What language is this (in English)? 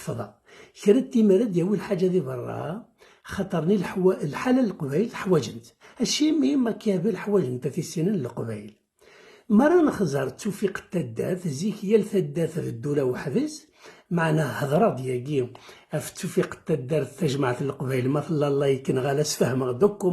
Kabyle